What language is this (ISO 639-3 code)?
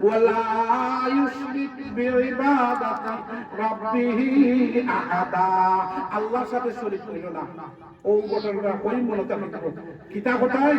syl